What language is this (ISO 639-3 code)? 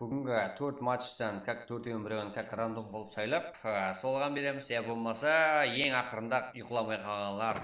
kaa